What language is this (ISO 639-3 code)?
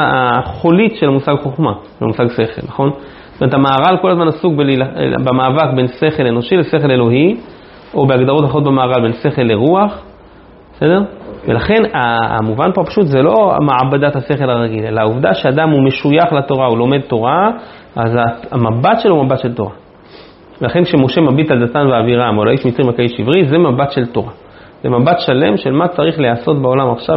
heb